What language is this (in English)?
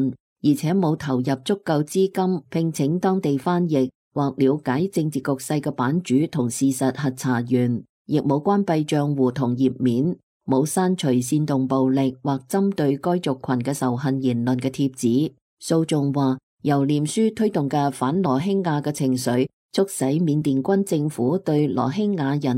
Cantonese